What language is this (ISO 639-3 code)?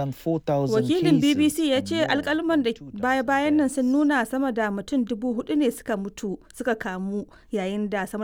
hau